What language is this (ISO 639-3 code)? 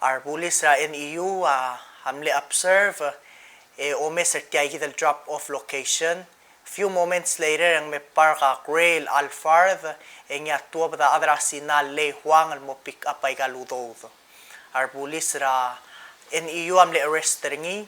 pau